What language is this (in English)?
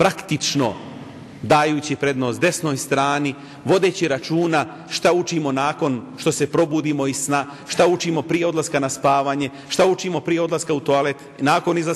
Bosnian